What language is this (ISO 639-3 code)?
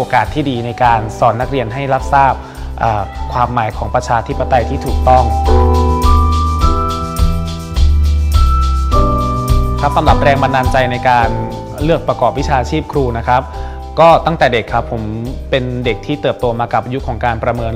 tha